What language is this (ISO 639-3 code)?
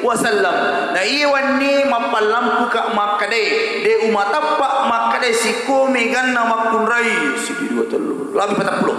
bug